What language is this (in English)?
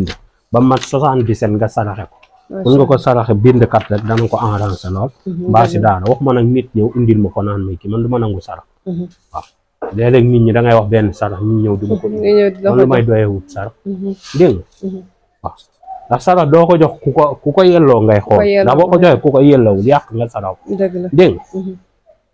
Wolof